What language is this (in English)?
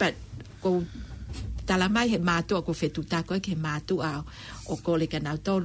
Tongan